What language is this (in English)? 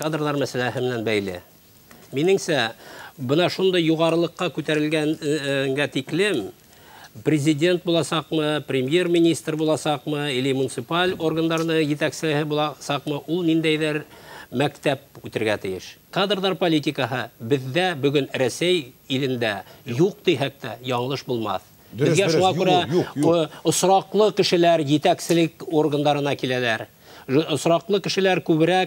Bashkir